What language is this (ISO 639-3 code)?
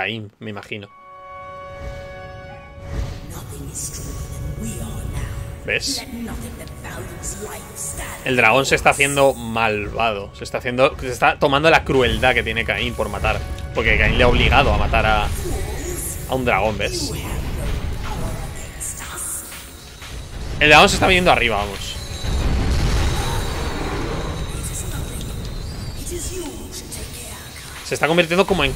spa